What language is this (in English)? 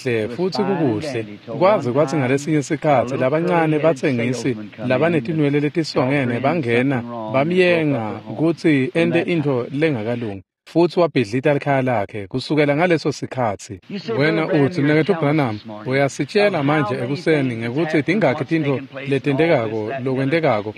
Swati